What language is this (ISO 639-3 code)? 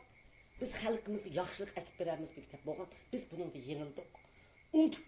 uig